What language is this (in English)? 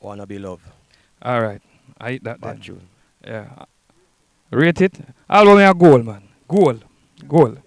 Jamaican Creole English